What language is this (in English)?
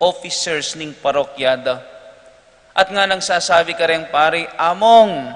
Pampanga